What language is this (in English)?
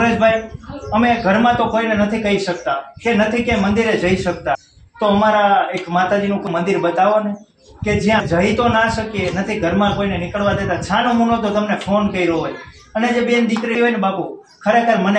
Gujarati